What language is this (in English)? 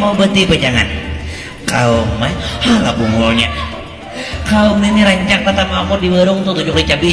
Banjar